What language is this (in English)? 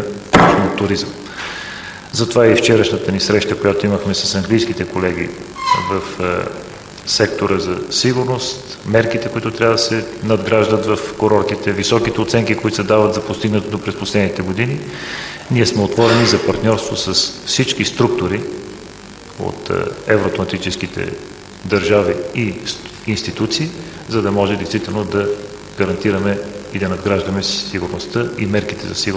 Bulgarian